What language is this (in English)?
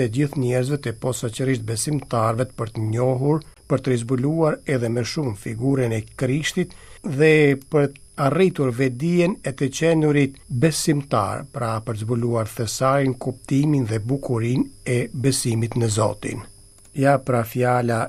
Albanian